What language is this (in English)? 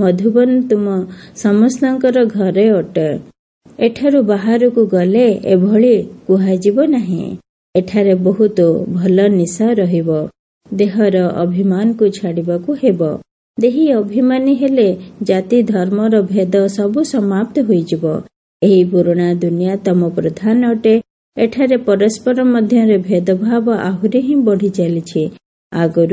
Odia